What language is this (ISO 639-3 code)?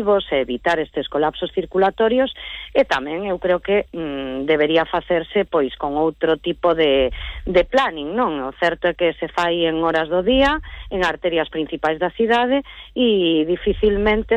glg